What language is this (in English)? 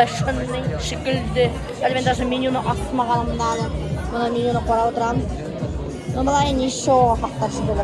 Bashkir